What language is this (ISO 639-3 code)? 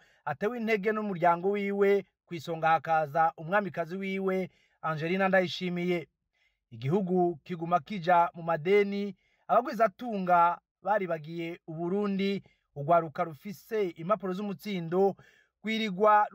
run